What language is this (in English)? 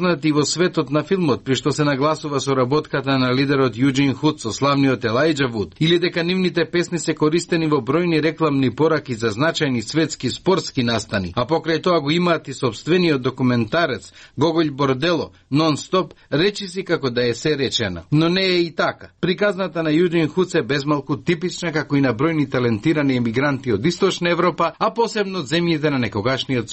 Macedonian